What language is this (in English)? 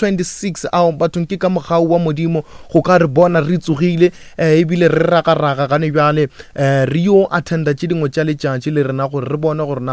Northern Sotho